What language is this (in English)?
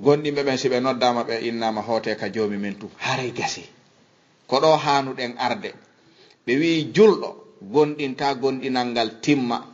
Fula